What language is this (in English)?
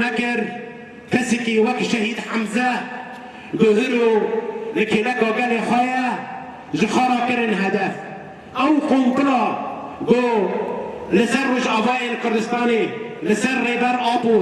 Kurdish